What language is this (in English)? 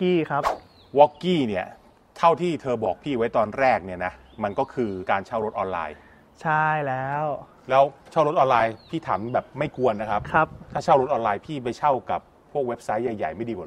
Thai